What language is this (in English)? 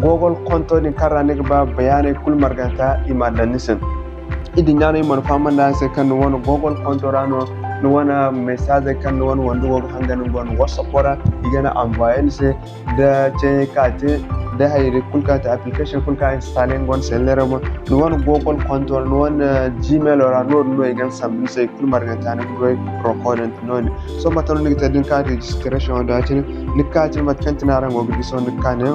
Zarma